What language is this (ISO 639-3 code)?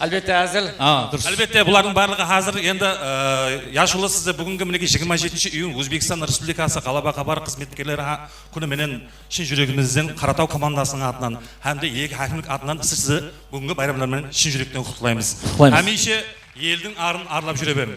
kaa